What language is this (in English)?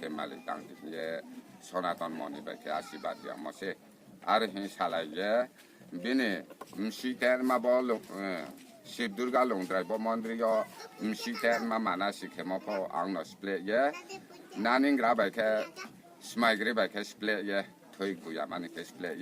Riang (India)